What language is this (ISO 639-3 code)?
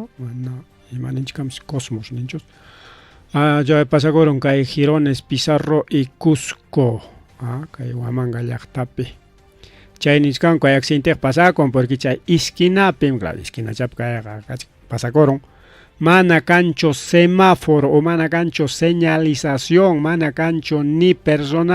quy